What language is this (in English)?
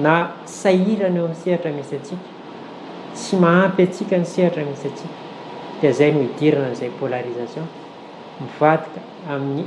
Malagasy